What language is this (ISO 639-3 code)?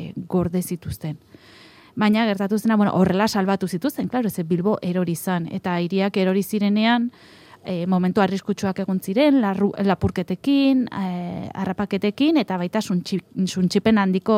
eus